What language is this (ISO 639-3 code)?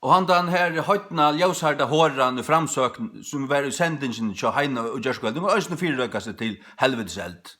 fao